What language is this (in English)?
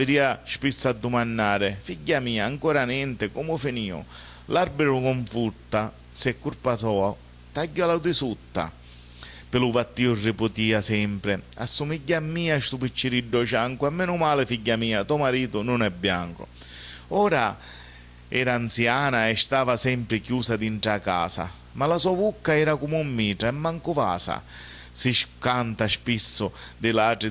Sicilian